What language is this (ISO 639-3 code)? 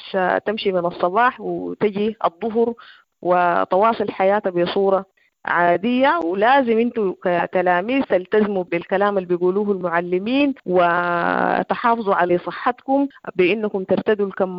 apd